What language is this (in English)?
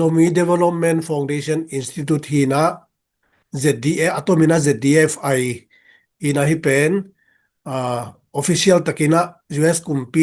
Tedim Chin